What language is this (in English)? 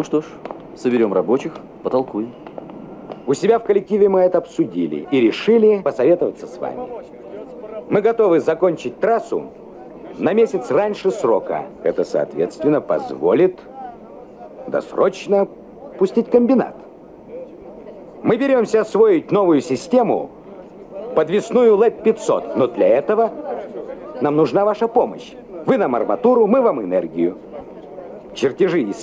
Russian